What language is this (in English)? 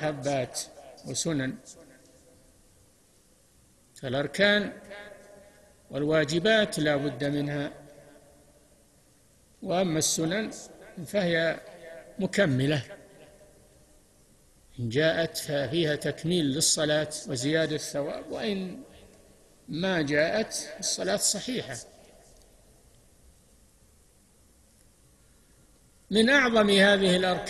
Arabic